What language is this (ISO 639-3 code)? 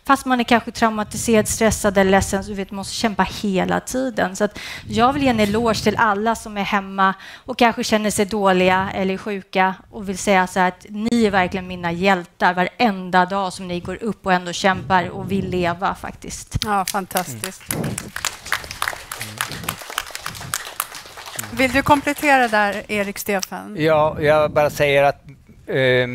swe